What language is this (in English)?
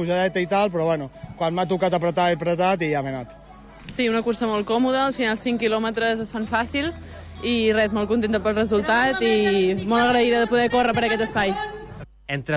Catalan